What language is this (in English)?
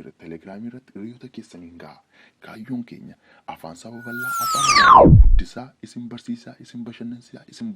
Oromo